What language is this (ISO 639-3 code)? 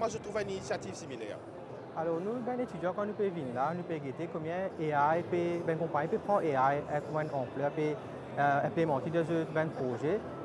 mfe